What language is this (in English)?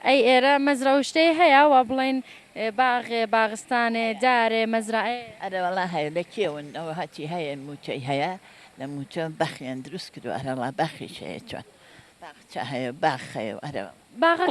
Central Kurdish